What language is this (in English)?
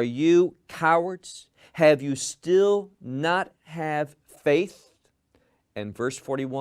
English